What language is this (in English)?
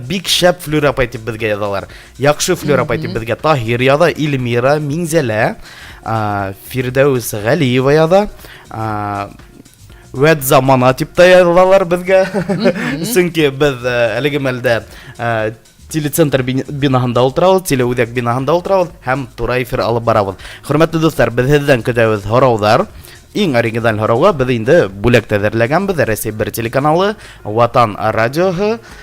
Bashkir